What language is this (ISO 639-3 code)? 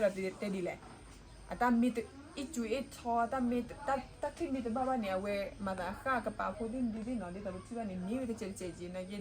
ksw